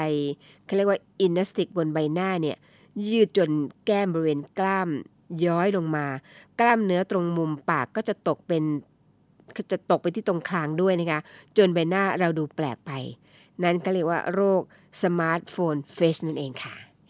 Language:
Thai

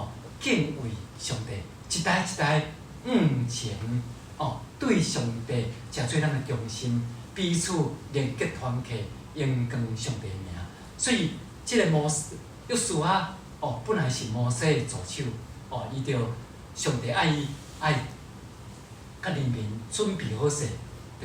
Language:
Min Nan Chinese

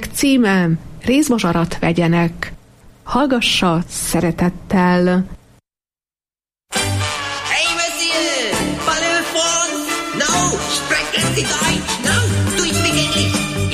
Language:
Hungarian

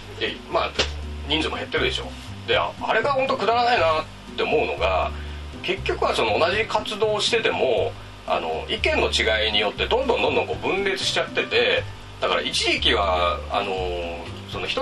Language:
Japanese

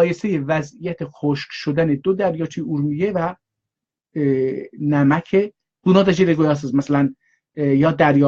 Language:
South Azerbaijani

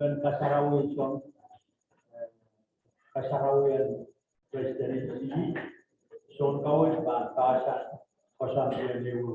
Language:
Pohnpeian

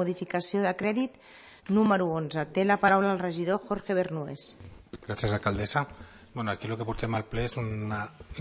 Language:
Catalan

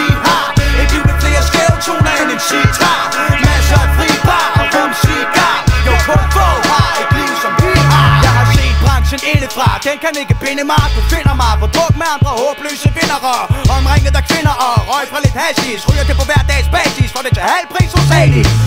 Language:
Danish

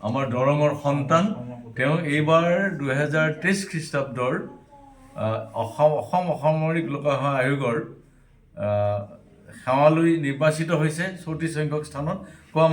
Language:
Assamese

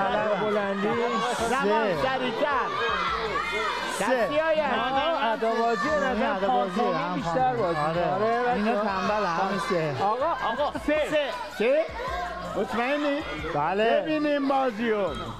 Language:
Persian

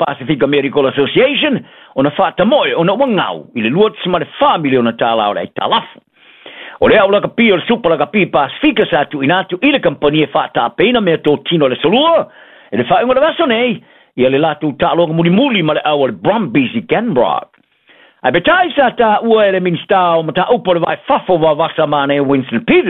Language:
Samoan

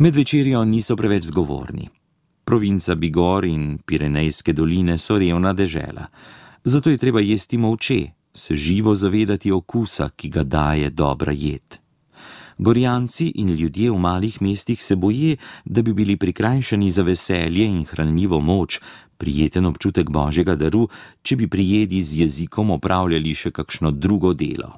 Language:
Slovenian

